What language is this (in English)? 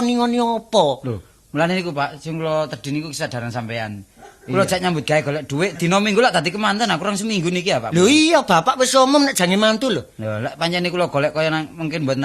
Javanese